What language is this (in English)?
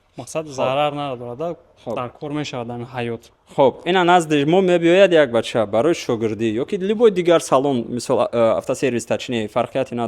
Tajik